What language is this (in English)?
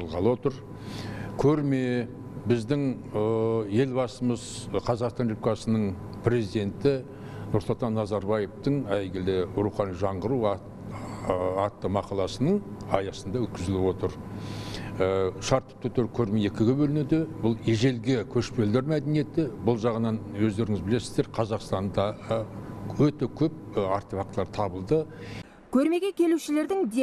Kazakh